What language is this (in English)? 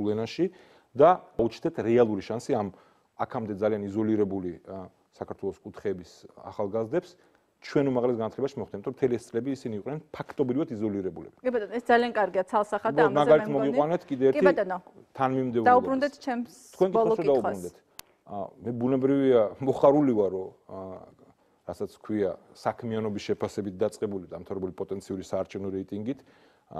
Georgian